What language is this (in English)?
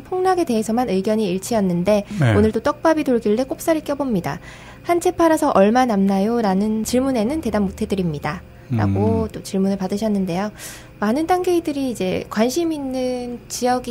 Korean